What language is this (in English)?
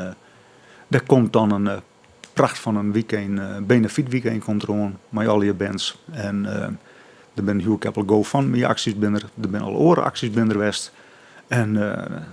Western Frisian